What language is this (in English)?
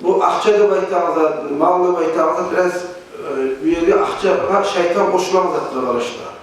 Kumyk